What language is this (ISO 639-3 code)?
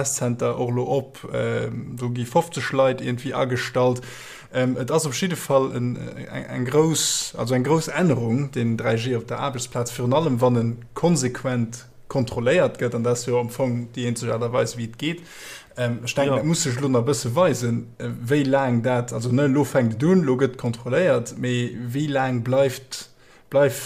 ltz